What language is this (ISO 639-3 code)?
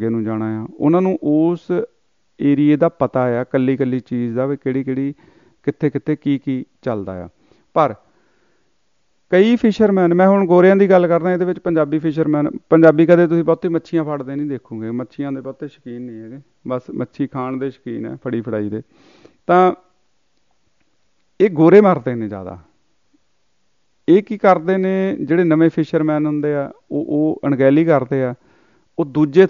pan